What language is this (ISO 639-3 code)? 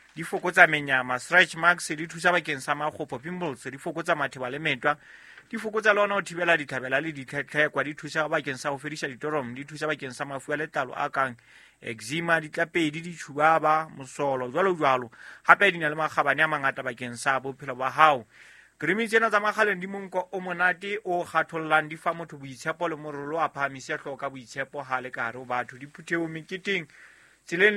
sot